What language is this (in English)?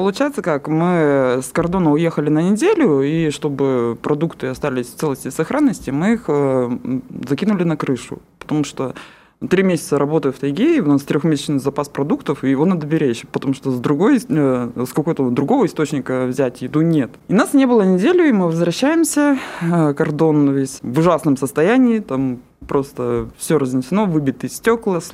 Russian